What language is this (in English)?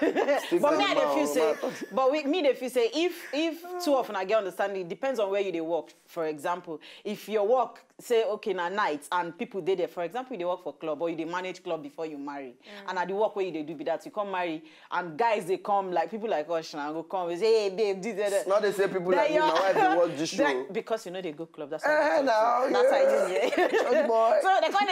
Nigerian Pidgin